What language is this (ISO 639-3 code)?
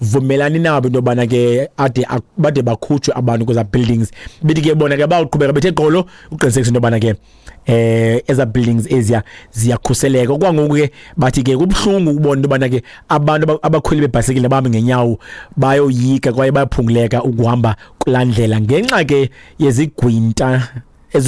xho